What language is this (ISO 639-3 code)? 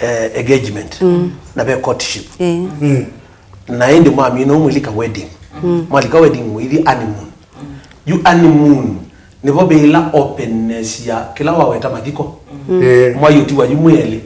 kam